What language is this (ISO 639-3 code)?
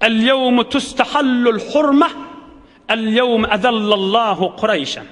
tuk